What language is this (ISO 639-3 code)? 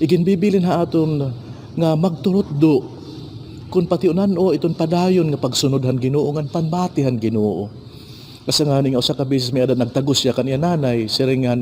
war